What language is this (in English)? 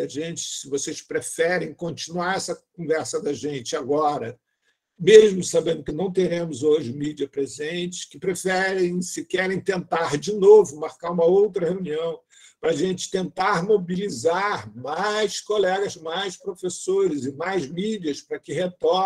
Portuguese